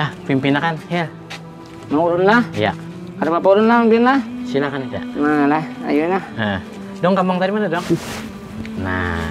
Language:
Banjar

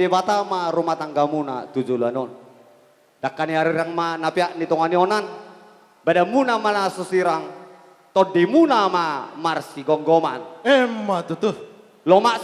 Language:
Batak Toba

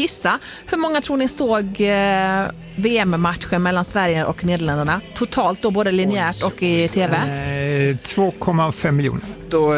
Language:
Swedish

